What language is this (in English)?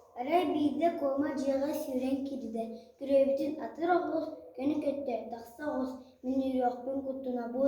Yakut